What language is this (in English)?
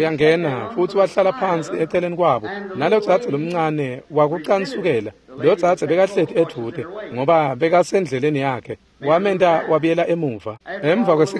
Swati